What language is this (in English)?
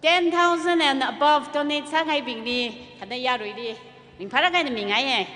Tangkhul Naga (India)